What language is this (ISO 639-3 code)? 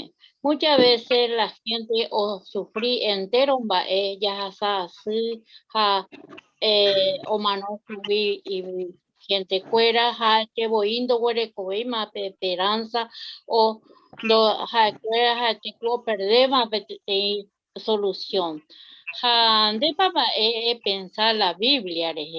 grn